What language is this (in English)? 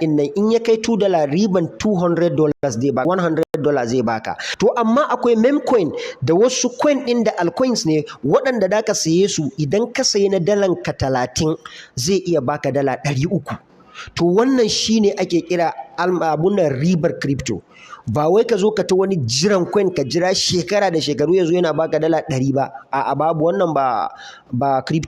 Hausa